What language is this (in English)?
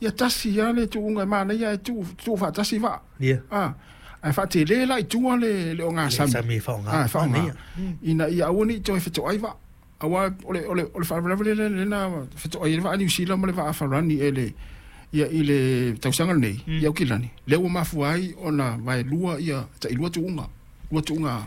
Samoan